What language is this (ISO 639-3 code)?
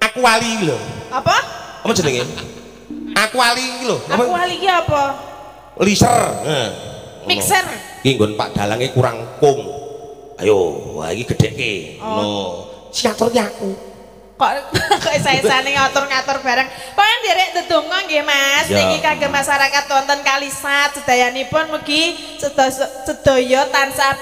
jav